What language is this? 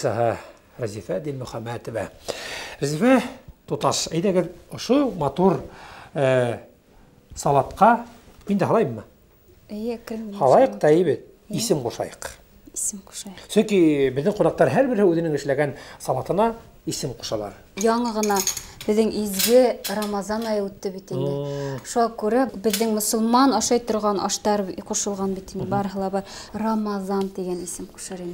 Bashkir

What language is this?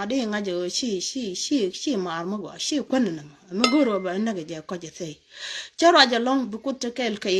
Nuer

